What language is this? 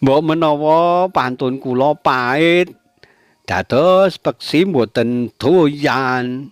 Javanese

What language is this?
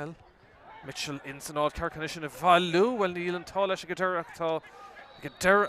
Irish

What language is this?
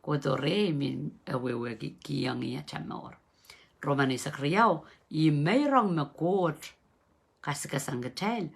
Pohnpeian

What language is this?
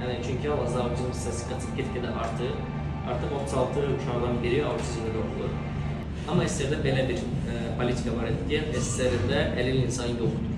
Azerbaijani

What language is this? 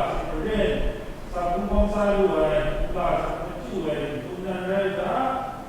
Kachin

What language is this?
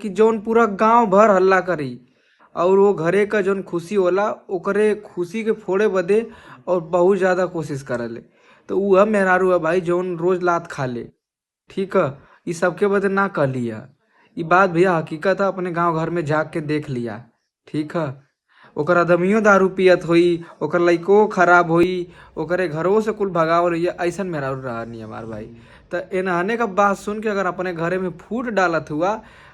Bhojpuri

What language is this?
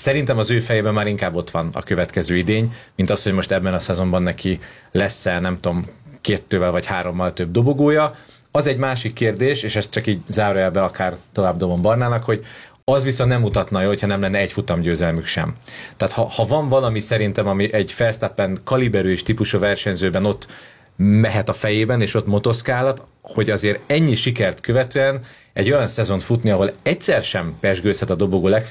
Hungarian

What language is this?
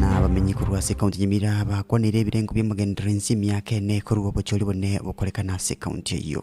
Gusii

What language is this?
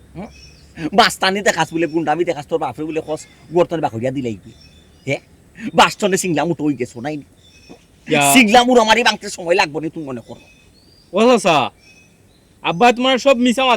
Sylheti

